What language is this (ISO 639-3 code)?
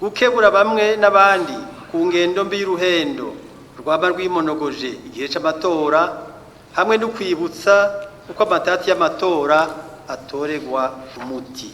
run